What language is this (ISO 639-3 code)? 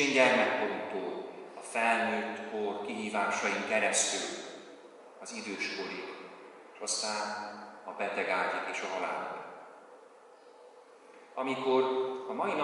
hun